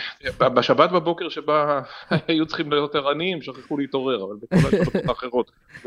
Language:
Hebrew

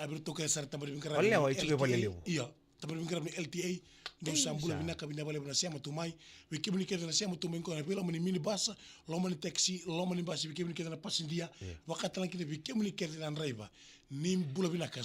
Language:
Fijian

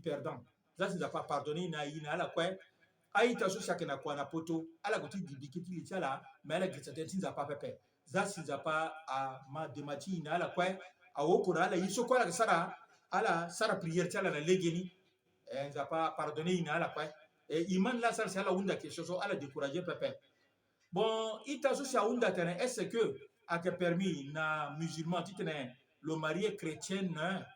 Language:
Sango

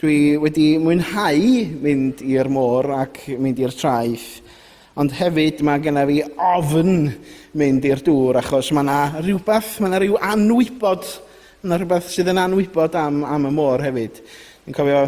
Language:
Welsh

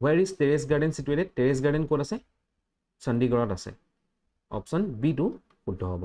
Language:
Assamese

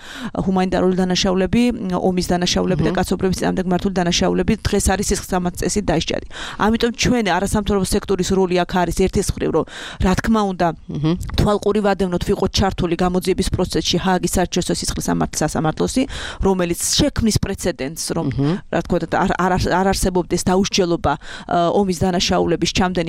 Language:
Georgian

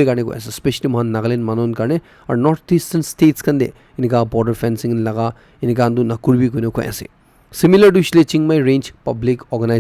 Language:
Naga Pidgin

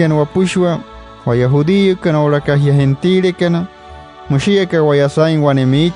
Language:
Wayuu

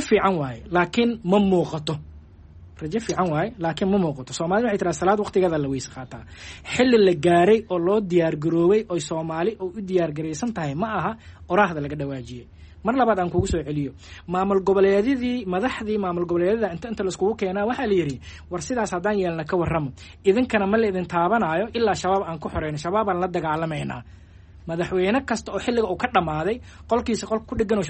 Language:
Somali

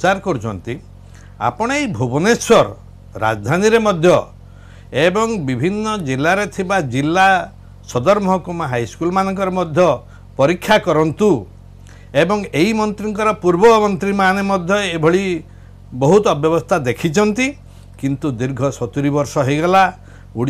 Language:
Odia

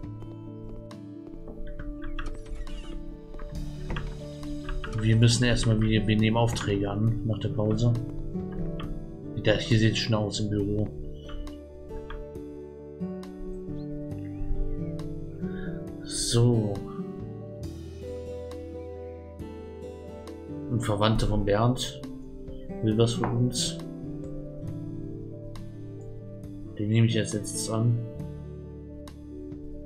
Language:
German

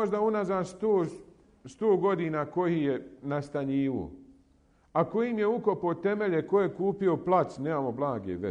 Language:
Bosnian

